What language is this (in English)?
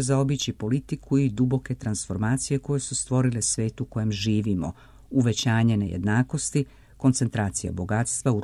Serbian